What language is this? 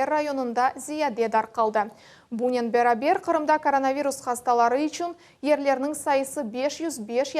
Crimean Tatar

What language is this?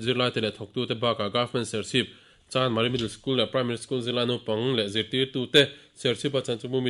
Mizo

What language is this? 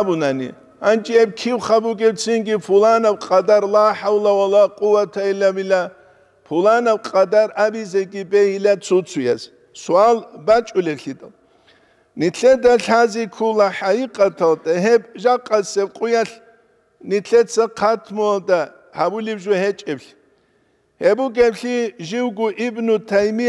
Avaric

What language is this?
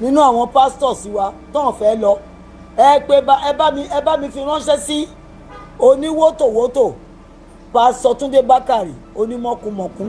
Yoruba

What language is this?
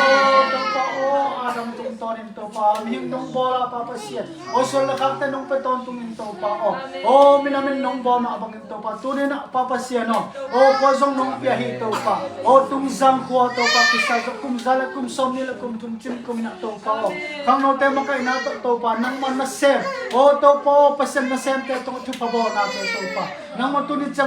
Tedim Chin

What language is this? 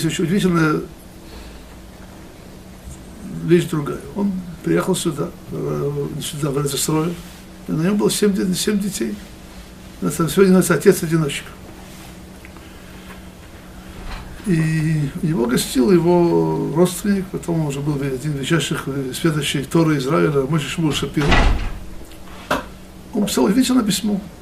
Russian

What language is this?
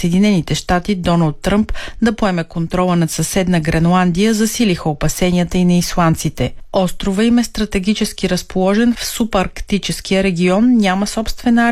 Bulgarian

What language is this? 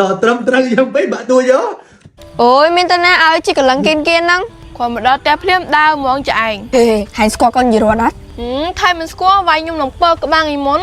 Khmer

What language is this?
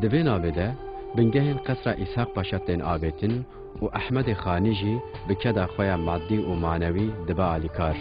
Kurdish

